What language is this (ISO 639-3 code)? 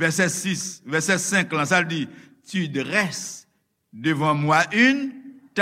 hat